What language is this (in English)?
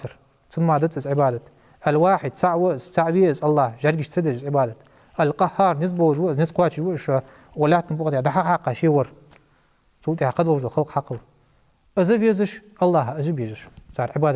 Ingush